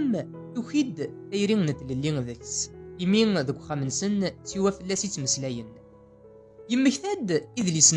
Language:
Kabyle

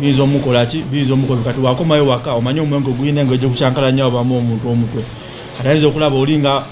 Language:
Ganda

